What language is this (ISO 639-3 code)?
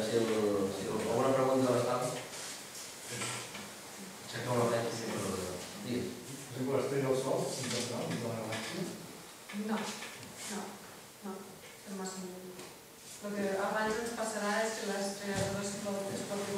cat